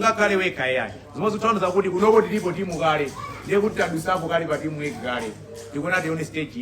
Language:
Nyanja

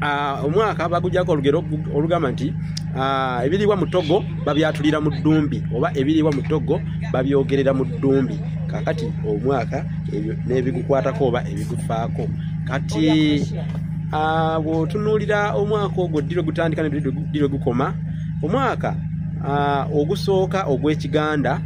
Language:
Ganda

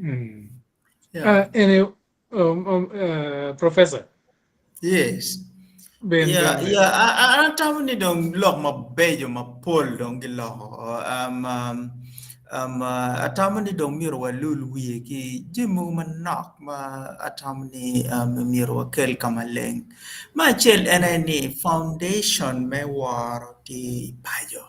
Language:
Acoli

